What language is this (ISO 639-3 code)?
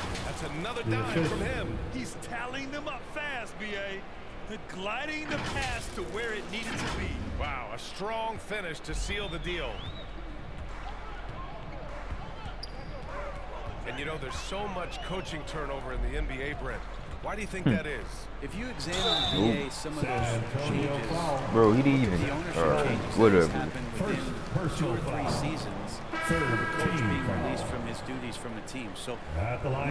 eng